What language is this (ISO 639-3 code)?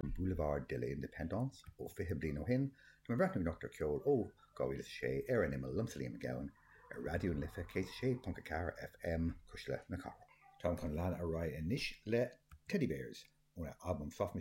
gle